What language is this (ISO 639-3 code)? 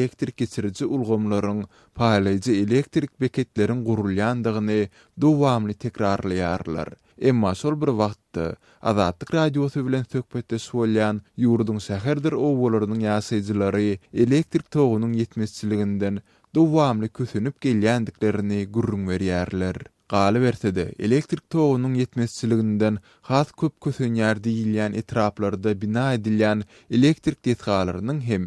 tuk